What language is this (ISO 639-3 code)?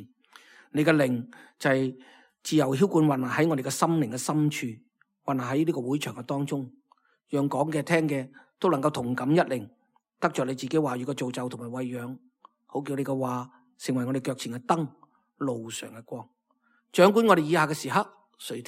yue